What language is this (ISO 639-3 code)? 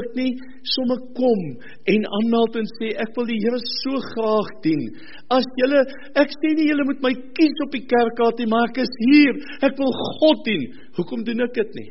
afr